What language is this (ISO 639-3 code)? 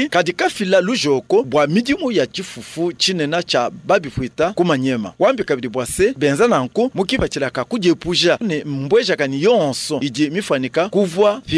lua